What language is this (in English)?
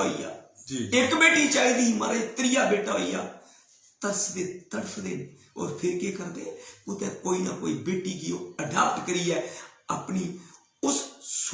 Dogri